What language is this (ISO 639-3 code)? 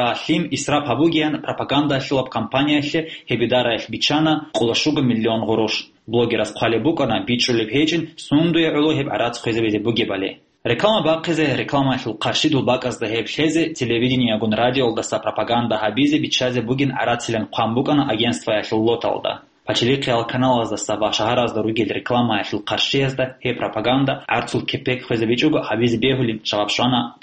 ava